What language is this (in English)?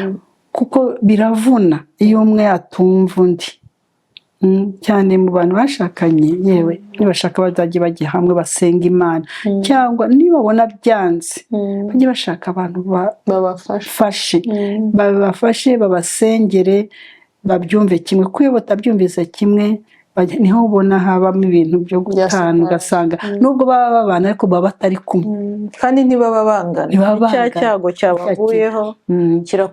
Kinyarwanda